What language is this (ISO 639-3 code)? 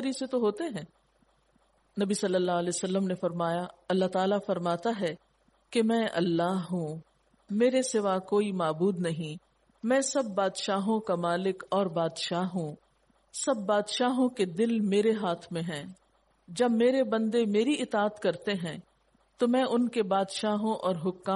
urd